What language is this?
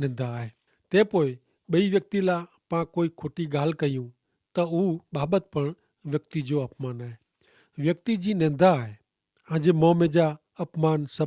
Kachhi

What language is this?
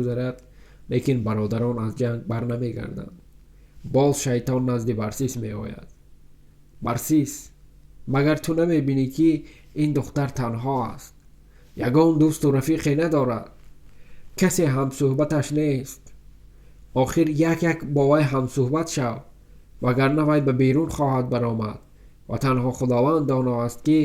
Tajik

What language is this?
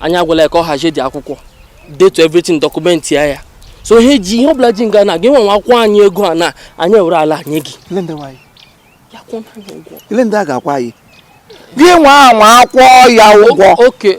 Igbo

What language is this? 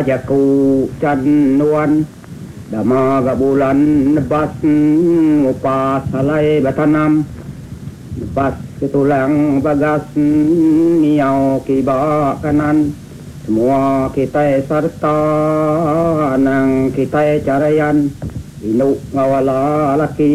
Iban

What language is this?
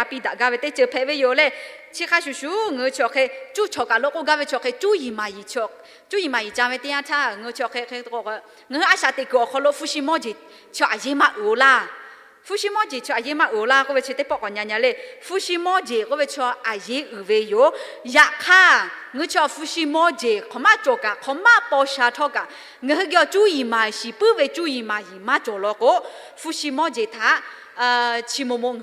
Lahu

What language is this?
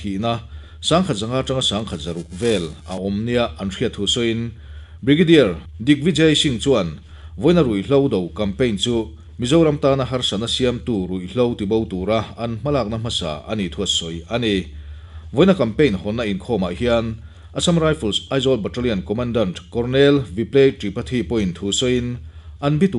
Mizo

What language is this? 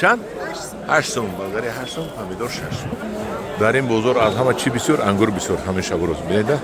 Tajik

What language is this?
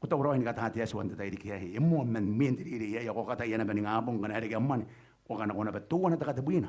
Gilbertese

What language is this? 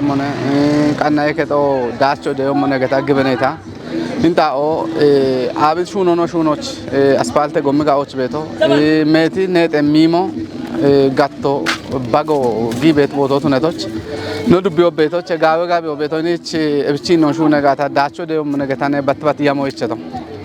Kafa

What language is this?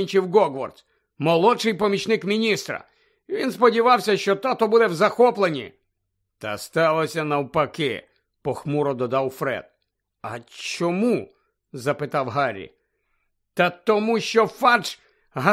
Ukrainian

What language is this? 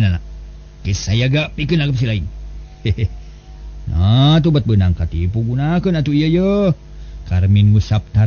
Sundanese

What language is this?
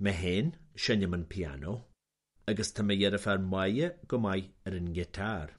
Irish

